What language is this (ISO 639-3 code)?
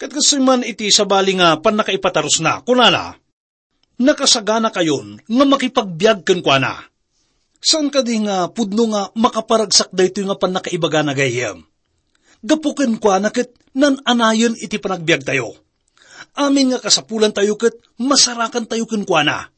ilo